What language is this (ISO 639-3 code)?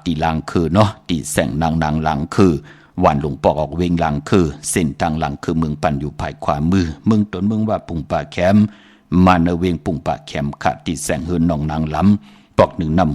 shn